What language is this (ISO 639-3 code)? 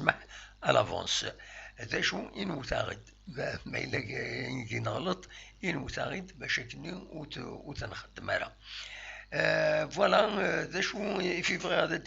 kab